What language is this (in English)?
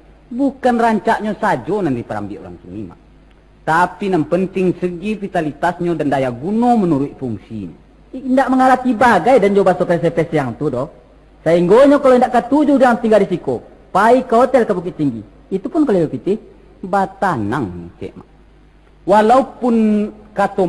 Minangkabau